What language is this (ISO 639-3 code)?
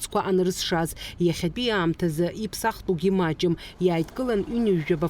abk